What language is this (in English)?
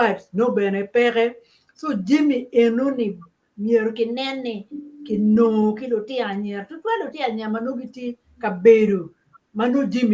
Acoli